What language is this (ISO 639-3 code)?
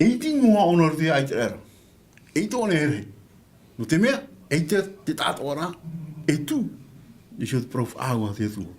tah